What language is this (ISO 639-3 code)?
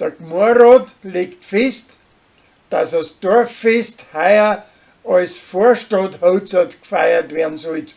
bar